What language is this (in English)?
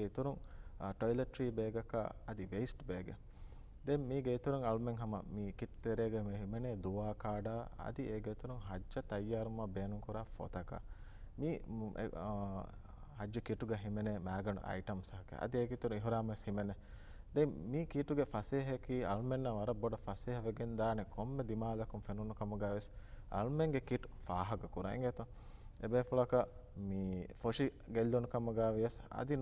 Divehi